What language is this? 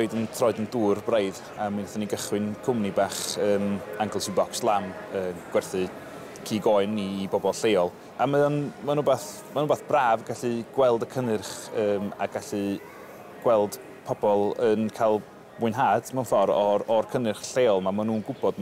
Welsh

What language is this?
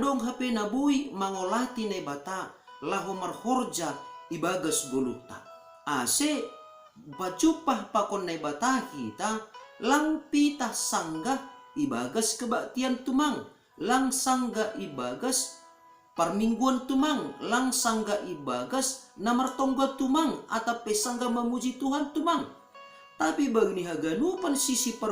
Batak Simalungun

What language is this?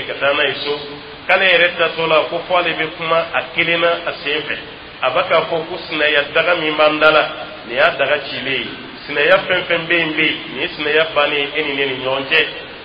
Dyula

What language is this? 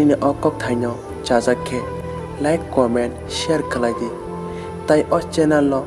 Kok Borok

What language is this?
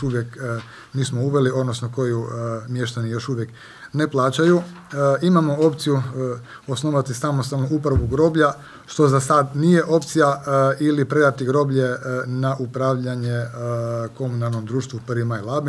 Croatian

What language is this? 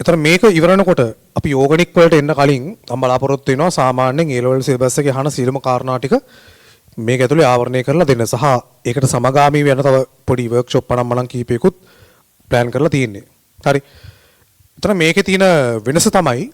Sinhala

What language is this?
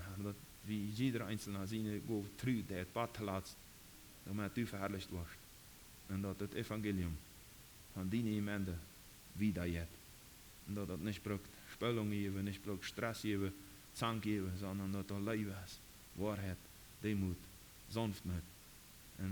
Plautdietsch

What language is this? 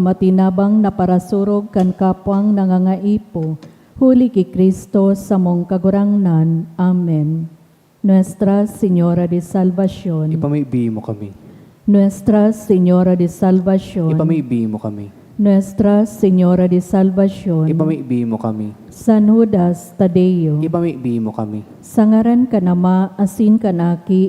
Bikol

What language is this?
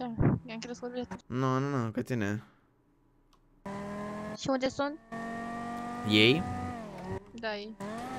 Romanian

